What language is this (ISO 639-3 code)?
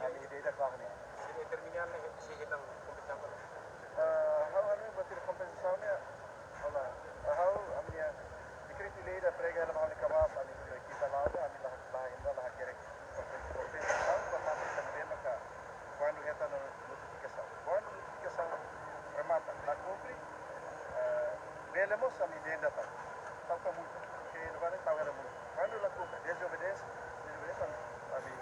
tet